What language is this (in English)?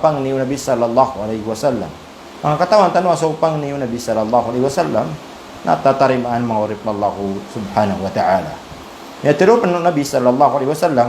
Maranao